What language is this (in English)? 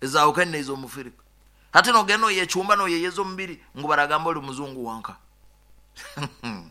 Nyoro